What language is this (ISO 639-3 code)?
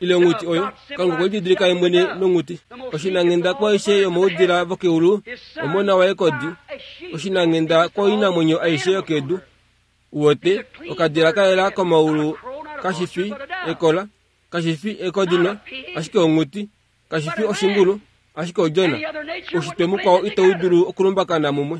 kua